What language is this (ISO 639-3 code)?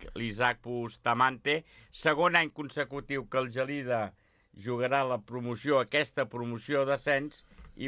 cat